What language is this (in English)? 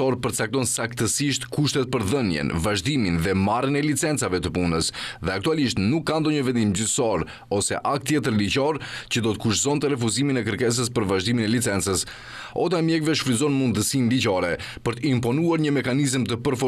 Albanian